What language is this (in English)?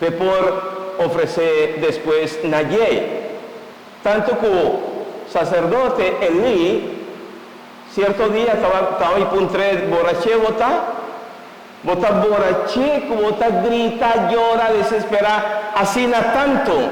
Papiamento